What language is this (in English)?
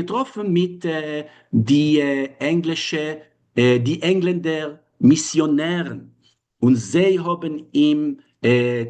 Yiddish